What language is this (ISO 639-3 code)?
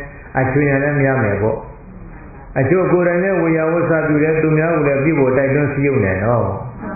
mya